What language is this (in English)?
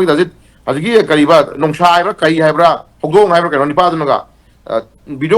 Manipuri